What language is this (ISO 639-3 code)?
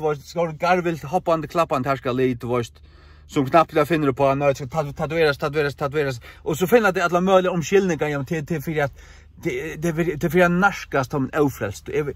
fao